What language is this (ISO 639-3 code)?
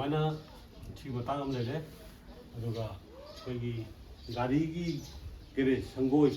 mni